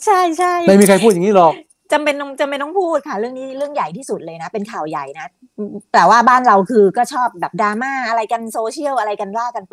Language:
Thai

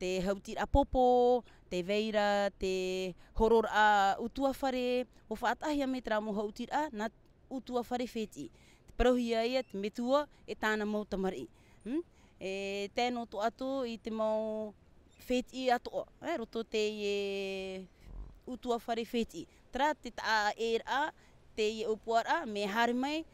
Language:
Tahitian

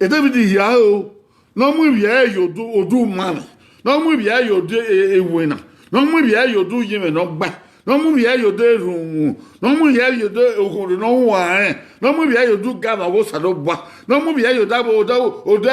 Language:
Bini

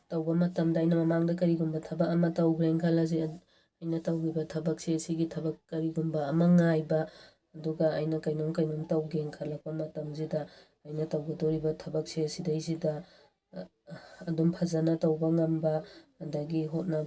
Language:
Manipuri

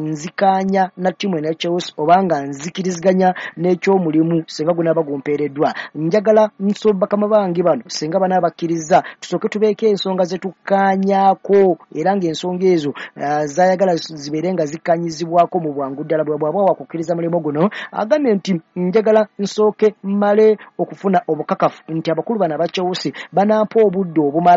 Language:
Ganda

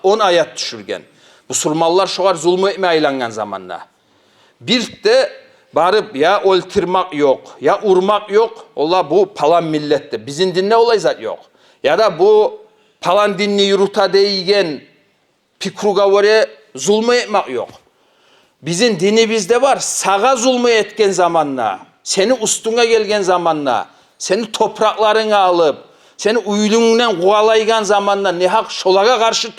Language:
Kumyk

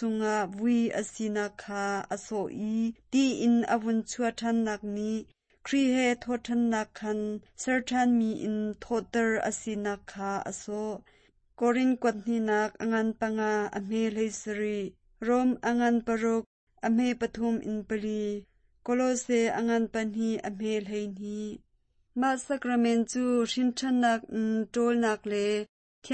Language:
Hakha Chin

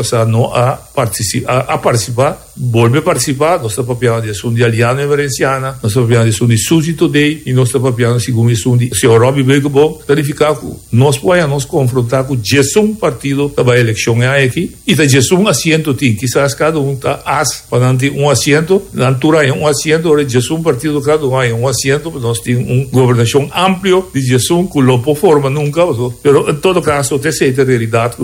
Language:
Papiamento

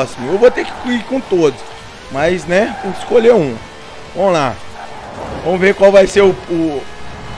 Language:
Portuguese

